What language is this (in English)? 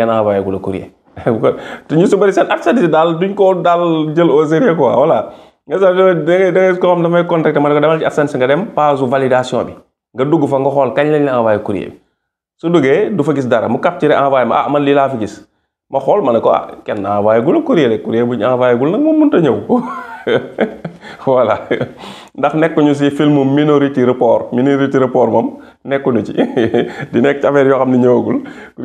Wolof